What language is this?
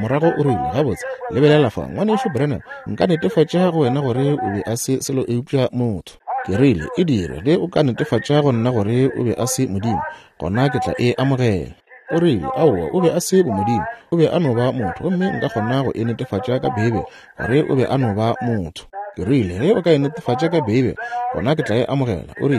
Northern Sotho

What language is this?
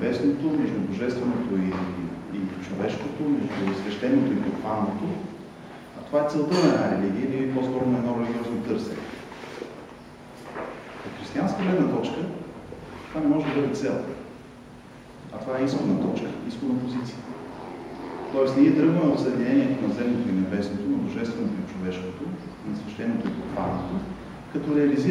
Bulgarian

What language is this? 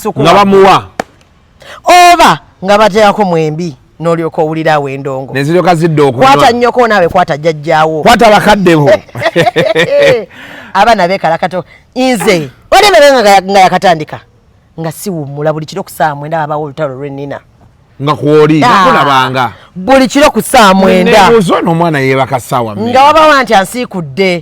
Ganda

